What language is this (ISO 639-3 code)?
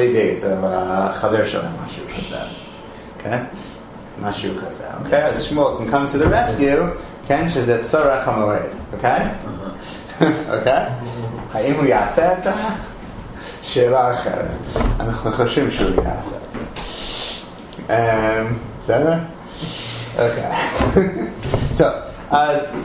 heb